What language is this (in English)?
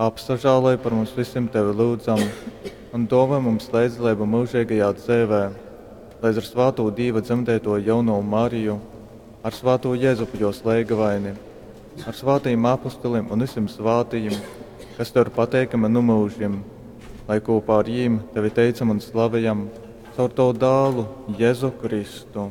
Latgalian